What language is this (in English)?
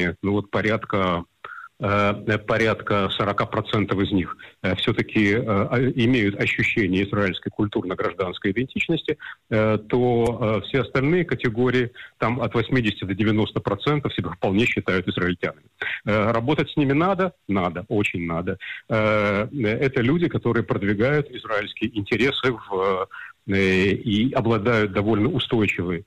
Russian